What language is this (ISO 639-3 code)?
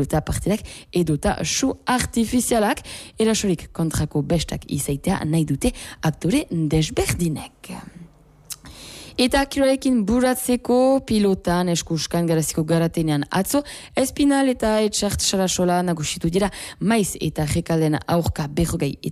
eus